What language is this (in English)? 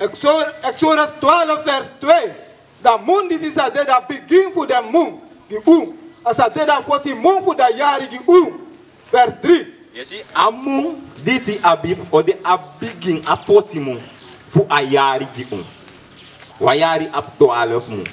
Sranan Tongo